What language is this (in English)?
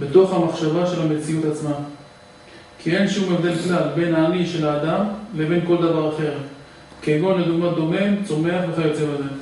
Hebrew